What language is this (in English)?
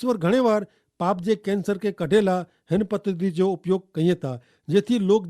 Kachhi